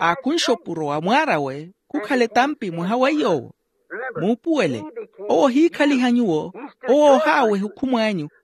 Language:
Makhuwa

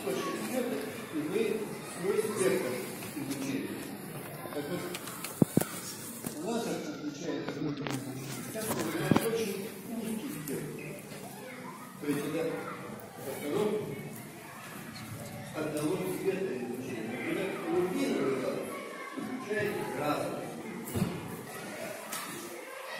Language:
Russian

